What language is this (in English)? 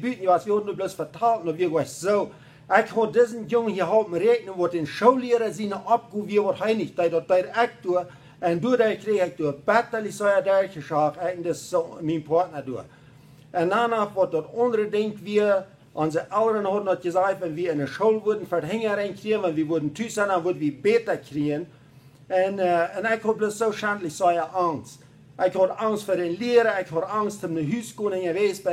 Plautdietsch